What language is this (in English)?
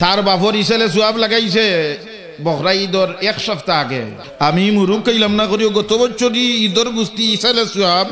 Sylheti